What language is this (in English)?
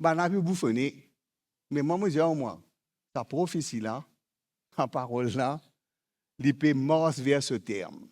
Morisyen